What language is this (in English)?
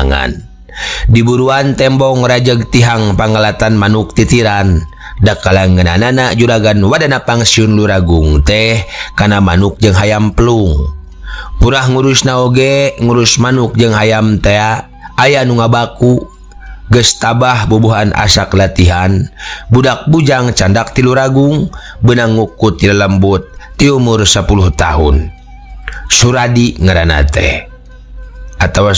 Sundanese